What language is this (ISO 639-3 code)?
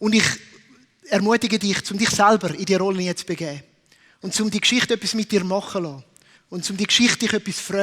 gsw